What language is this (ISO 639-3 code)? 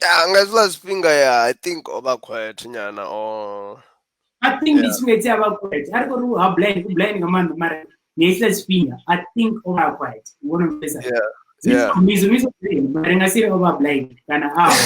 ven